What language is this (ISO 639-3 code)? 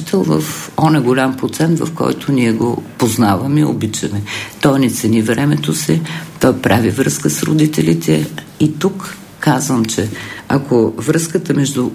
bul